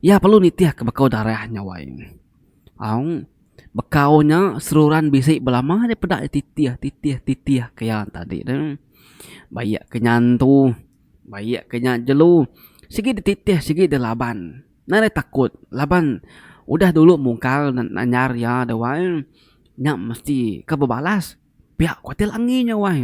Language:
Iban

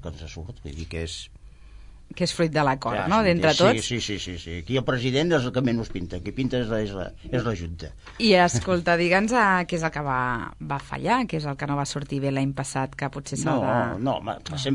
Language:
Catalan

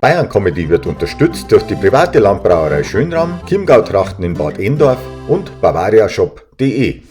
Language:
Bavarian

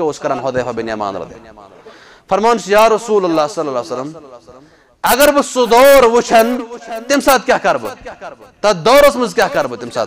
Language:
Kashmiri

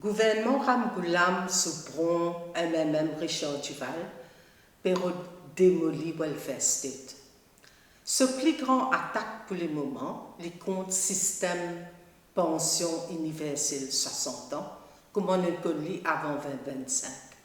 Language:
Morisyen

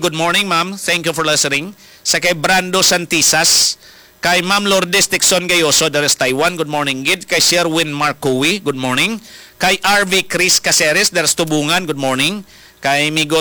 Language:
Hiligaynon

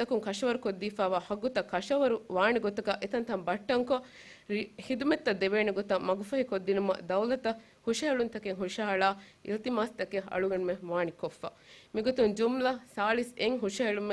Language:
Divehi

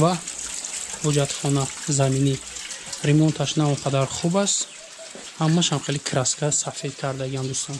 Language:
Tajik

